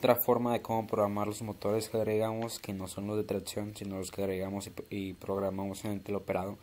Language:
Spanish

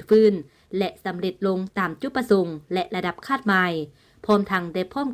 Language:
Lao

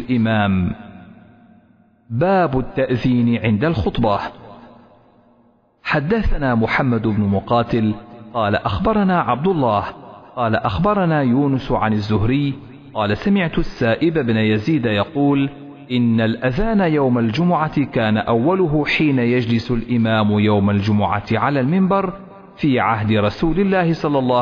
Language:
Arabic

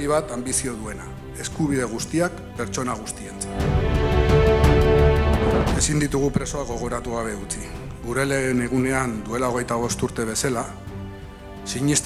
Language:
Basque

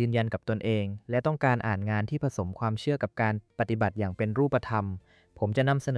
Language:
Thai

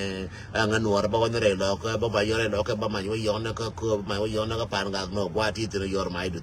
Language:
Nuer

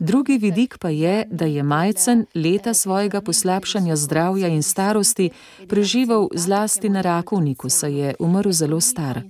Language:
Slovenian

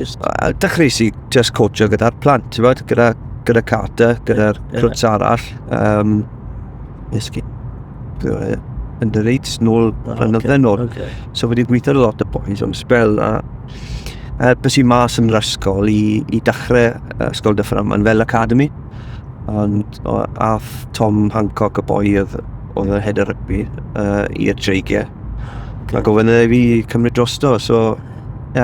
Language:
Welsh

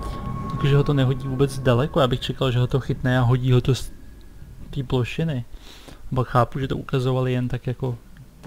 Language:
Czech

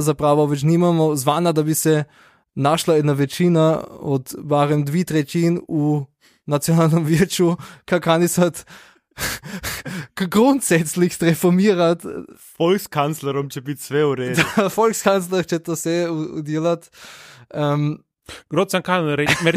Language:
Slovenian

